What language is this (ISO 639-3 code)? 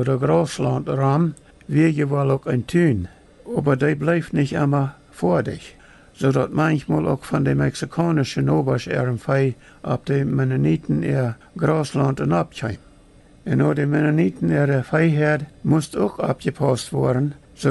pdt